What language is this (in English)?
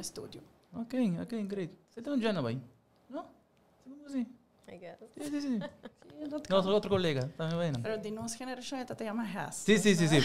Papiamento